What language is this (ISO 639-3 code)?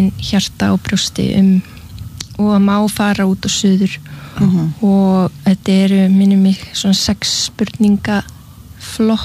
isl